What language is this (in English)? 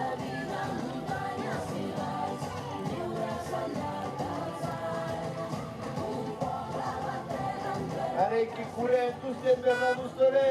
Occitan